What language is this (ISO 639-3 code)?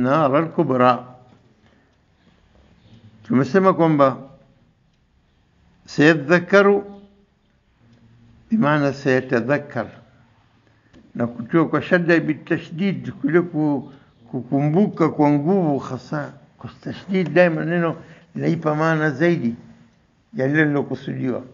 swa